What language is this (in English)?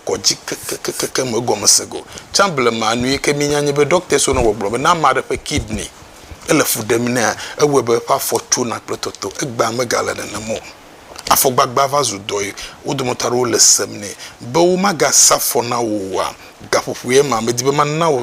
Ewe